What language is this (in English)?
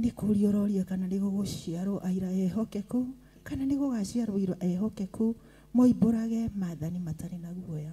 Kikuyu